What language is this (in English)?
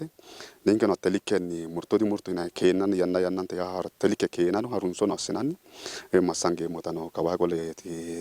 Sidamo